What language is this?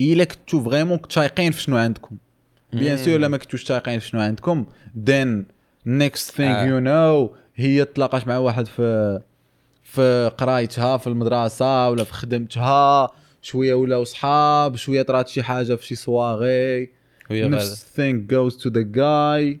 Moroccan Arabic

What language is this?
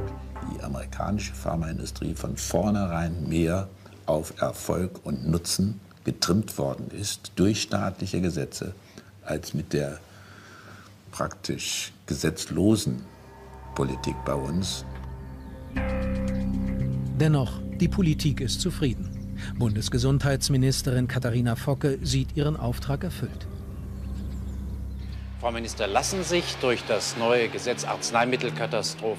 German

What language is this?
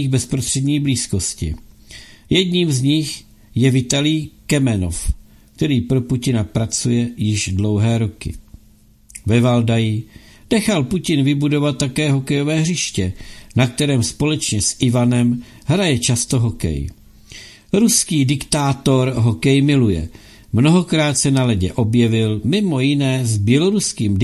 Czech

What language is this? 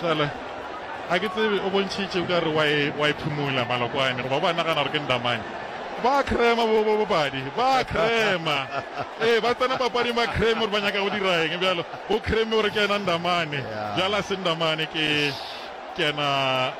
Northern Sotho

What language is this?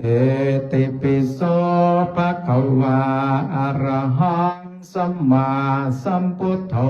Pali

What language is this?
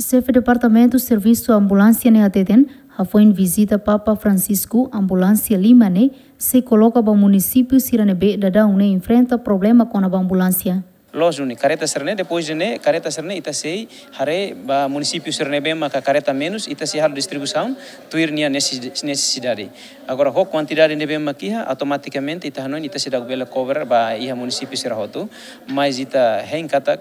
Tetum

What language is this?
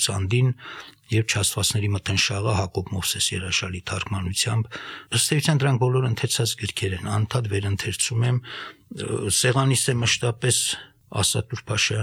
Armenian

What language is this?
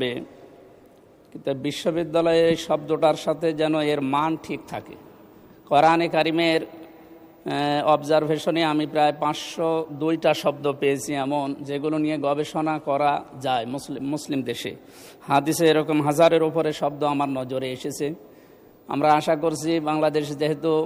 Bangla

